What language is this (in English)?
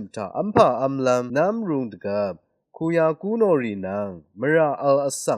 Rawang